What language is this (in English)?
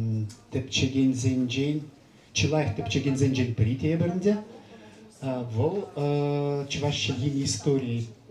Chuvash